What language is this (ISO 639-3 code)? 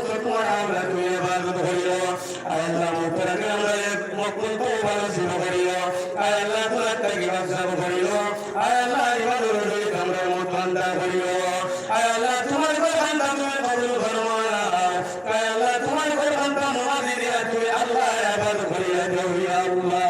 syl